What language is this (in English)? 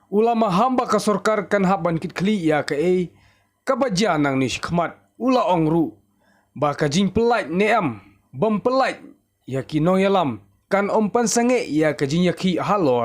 Khasi